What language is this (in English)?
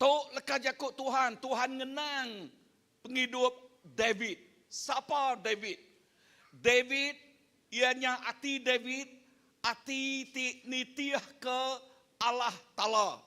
Iban